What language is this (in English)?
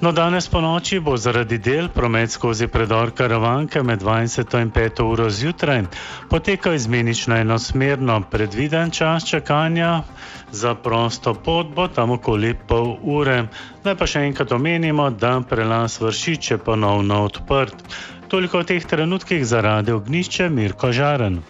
Slovenian